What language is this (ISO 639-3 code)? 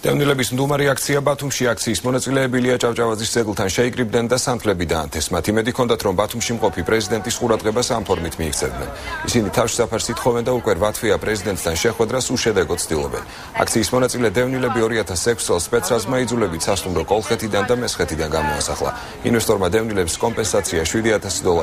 kat